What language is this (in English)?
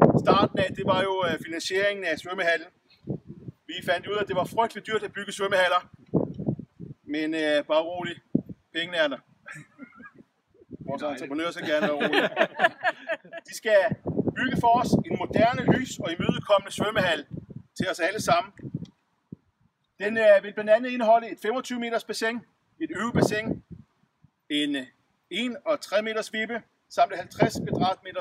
Danish